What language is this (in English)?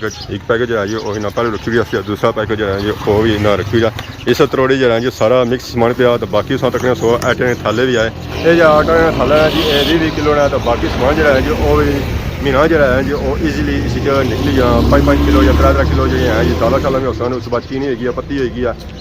Pahari-Potwari